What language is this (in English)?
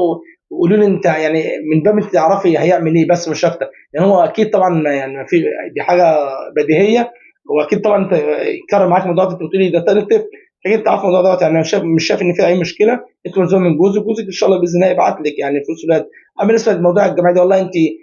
Egyptian Arabic